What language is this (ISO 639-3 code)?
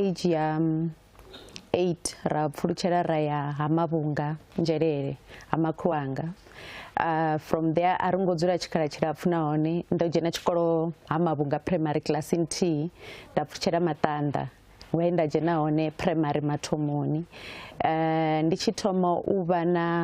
ven